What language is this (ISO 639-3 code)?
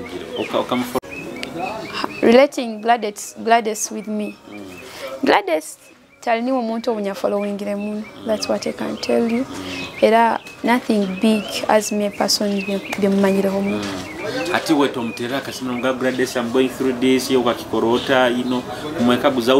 nyo